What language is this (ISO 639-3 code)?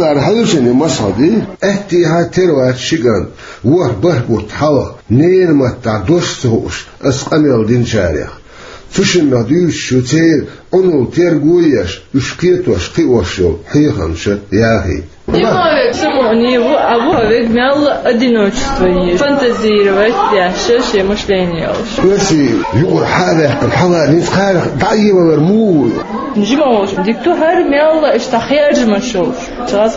che